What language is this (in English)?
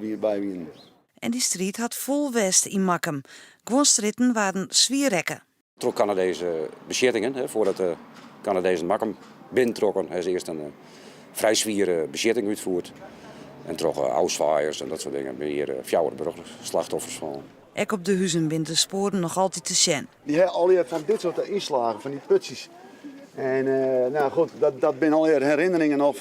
Western Frisian